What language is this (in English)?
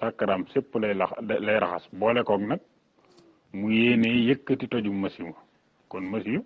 Wolof